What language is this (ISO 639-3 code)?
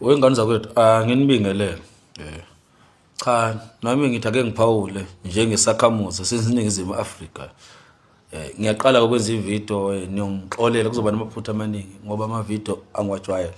zul